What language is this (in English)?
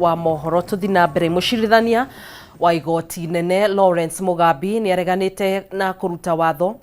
Kikuyu